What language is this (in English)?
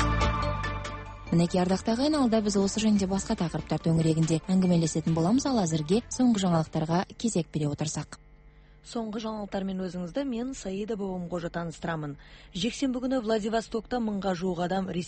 Kazakh